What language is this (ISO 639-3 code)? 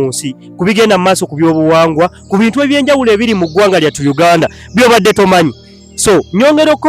lug